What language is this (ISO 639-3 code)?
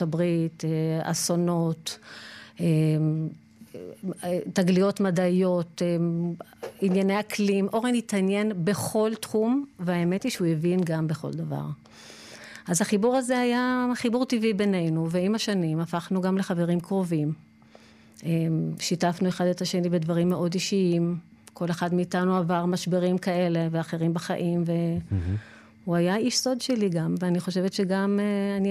heb